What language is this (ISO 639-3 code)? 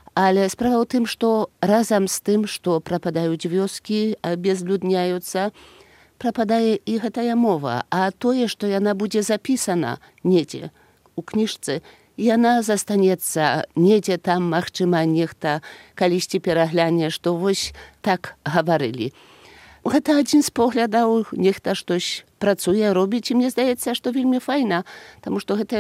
bel